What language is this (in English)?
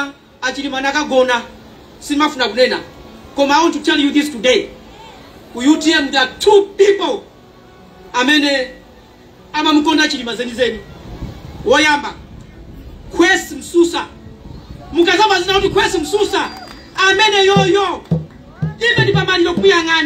Nyanja